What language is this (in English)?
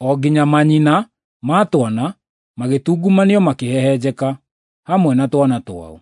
Kikuyu